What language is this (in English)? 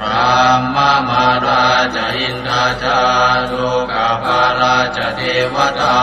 Pali